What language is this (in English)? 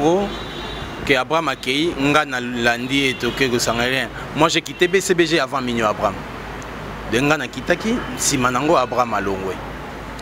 Lingala